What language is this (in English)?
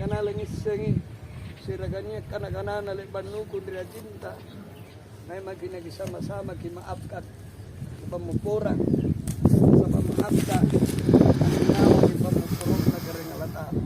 Makasar